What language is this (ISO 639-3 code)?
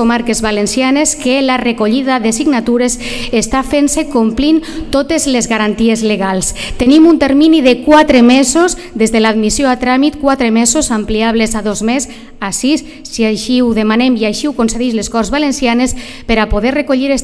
cat